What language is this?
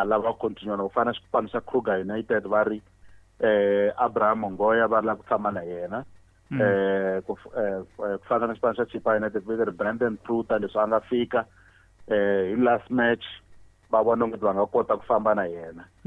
Tsonga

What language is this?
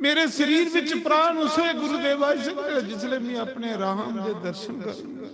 Dogri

